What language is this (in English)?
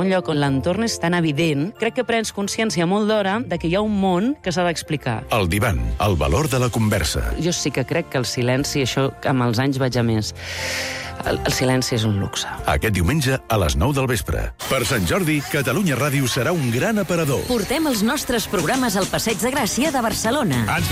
Catalan